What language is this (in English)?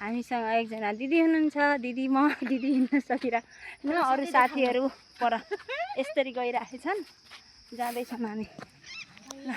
Nepali